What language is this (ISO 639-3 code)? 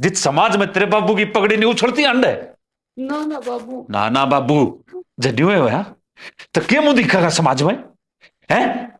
bgc